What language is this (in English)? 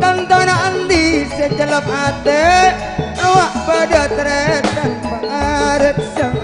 Madurese